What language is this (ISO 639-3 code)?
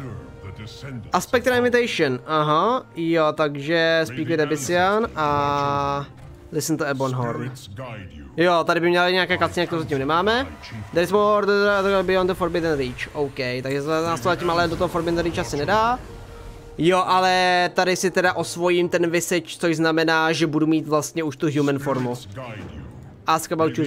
ces